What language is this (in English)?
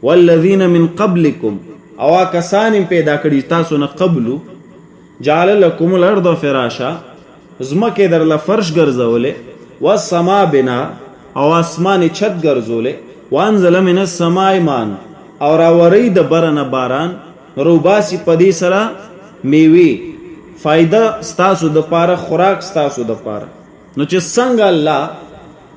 Pashto